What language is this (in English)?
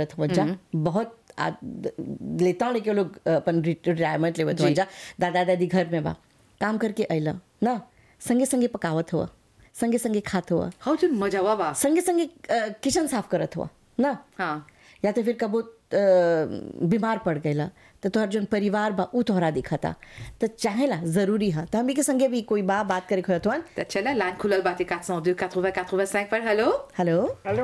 Bhojpuri